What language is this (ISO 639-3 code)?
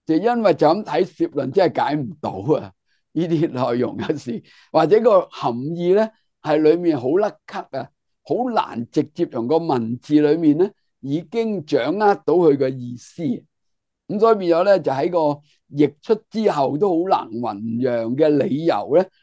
yue